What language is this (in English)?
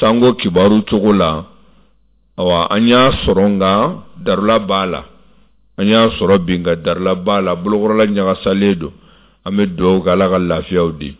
Bambara